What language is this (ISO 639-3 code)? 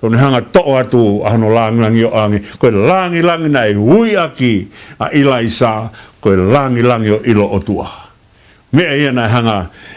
ton